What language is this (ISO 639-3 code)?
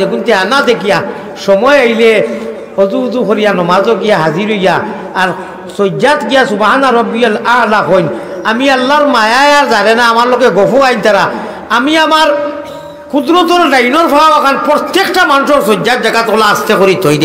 syl